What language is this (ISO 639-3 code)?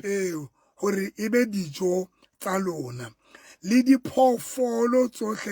sot